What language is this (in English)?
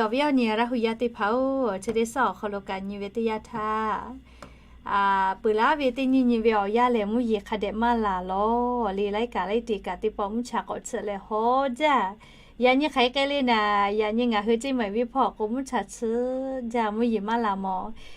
Lahu